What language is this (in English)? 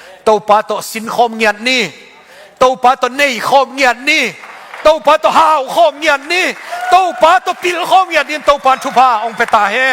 Tedim Chin